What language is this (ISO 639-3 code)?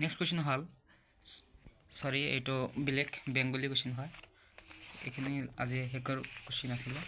asm